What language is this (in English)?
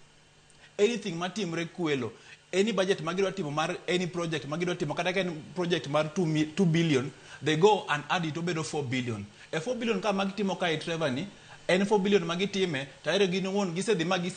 Luo (Kenya and Tanzania)